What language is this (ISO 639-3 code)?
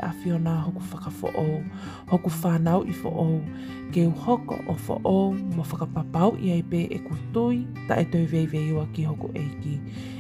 ton